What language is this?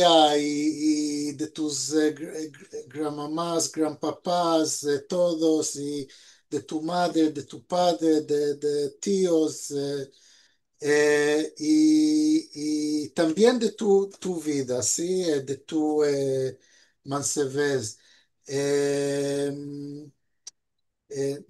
Ladino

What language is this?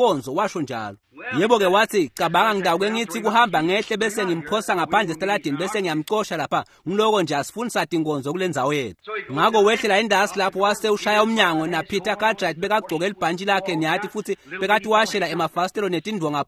Swati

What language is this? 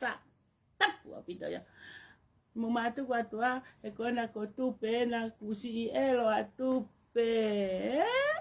Tongan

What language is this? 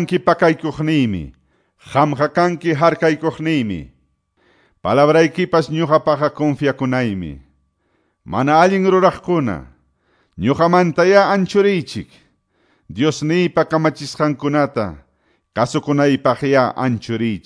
Quechua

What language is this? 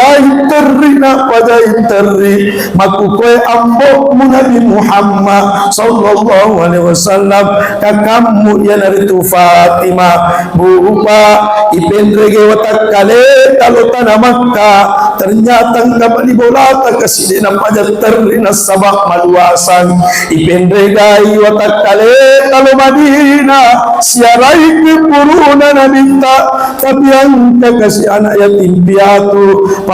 Buginese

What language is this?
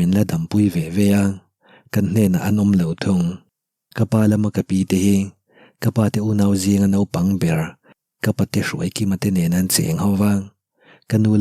Mizo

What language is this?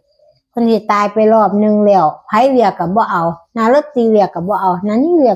Northeastern Thai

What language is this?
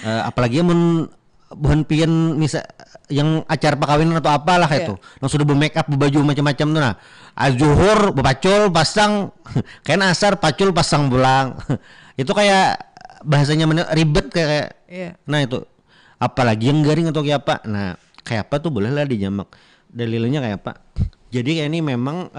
Banjar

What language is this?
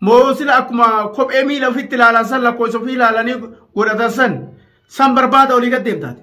Oromo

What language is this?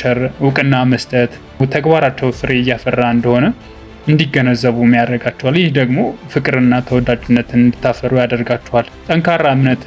Amharic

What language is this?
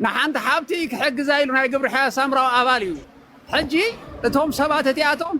Tigrinya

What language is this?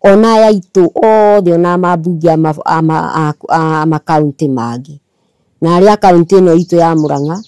Kikuyu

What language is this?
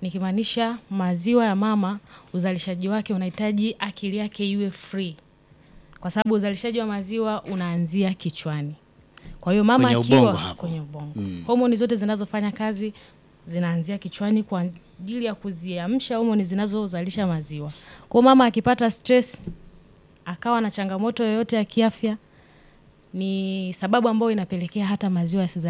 Swahili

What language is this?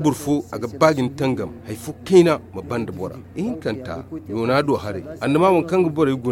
Zarma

